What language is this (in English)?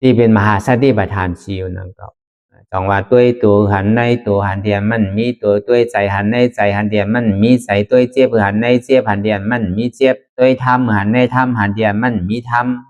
Shan